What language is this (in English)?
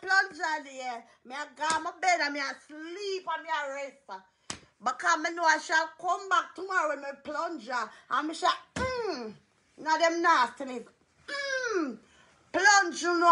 Jamaican Creole English